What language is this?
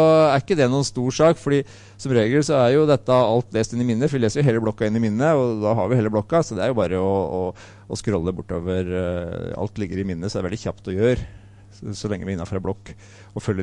Norwegian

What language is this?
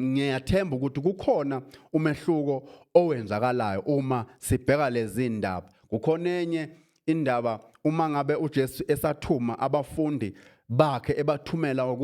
Zulu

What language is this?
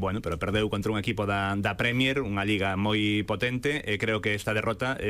Galician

